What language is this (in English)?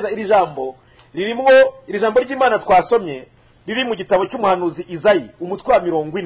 Kinyarwanda